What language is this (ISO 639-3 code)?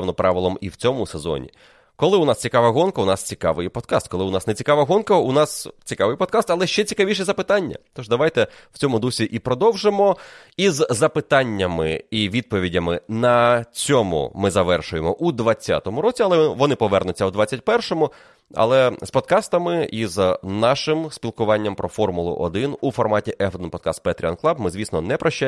ukr